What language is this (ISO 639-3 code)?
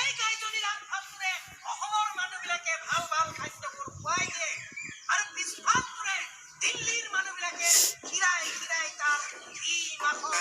asm